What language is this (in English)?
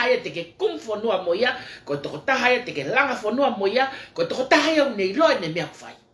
Tongan